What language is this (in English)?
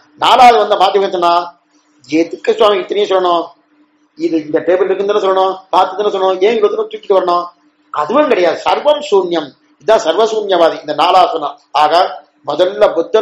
Tamil